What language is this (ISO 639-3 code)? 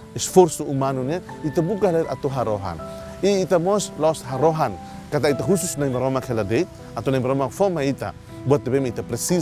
tet